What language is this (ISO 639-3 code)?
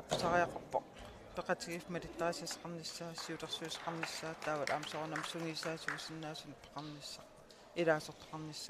kal